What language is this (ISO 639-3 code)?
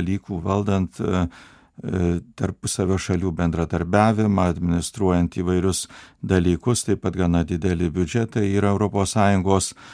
lit